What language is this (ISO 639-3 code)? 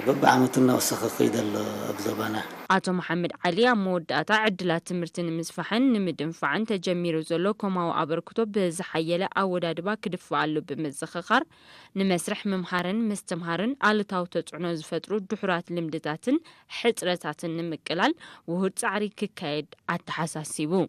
tir